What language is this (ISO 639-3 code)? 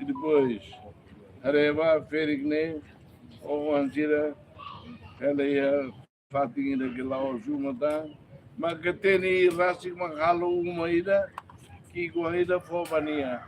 tet